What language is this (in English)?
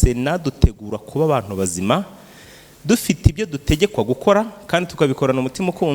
Kinyarwanda